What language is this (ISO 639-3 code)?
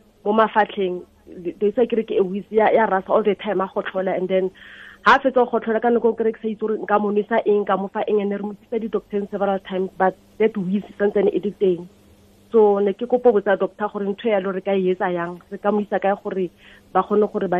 tsn